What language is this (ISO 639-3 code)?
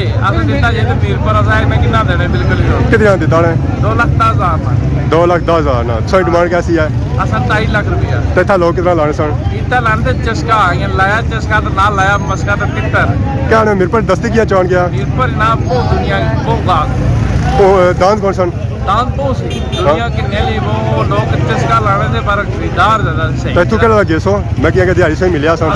phr